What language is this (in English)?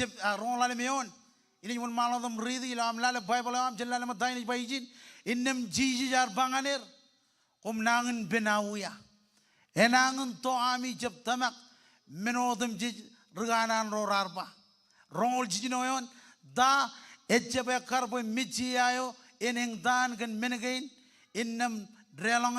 Marshallese